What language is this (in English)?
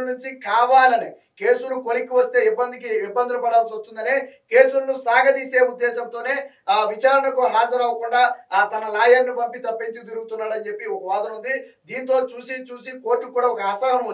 Telugu